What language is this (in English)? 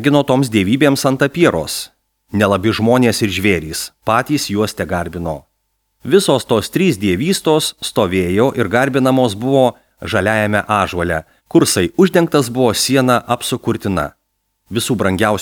Lithuanian